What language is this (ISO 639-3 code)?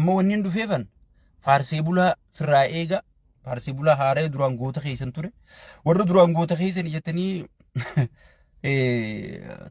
orm